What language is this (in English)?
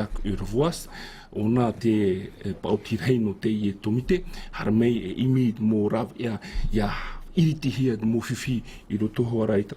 Tahitian